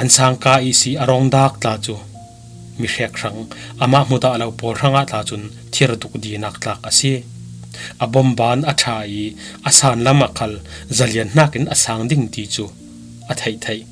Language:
Falam Chin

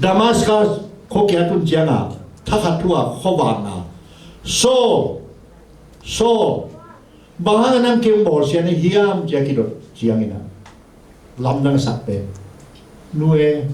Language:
Tedim Chin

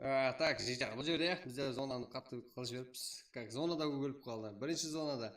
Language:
Kara-Kalpak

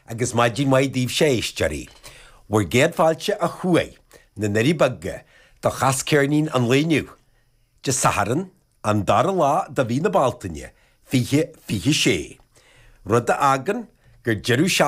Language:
Irish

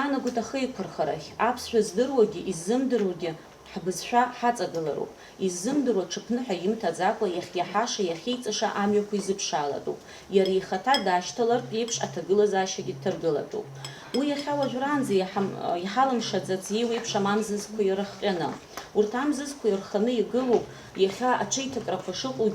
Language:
Abkhazian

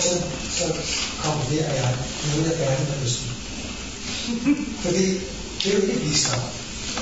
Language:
Danish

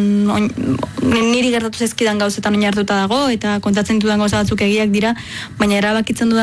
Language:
Basque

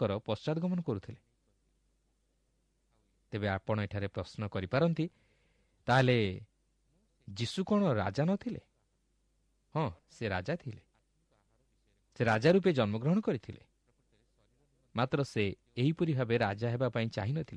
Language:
Odia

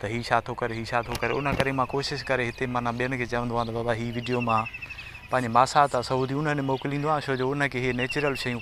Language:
Sindhi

